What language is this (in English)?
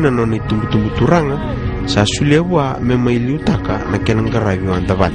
Fijian